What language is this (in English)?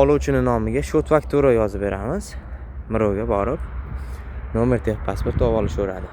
Uzbek